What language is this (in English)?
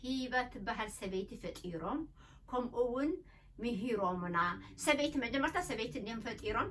Tigrinya